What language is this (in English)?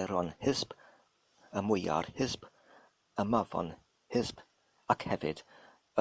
Welsh